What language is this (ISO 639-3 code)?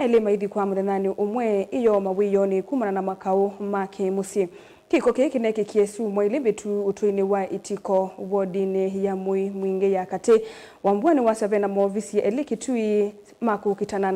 kam